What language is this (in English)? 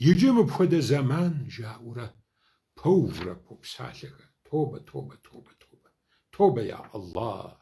Kabardian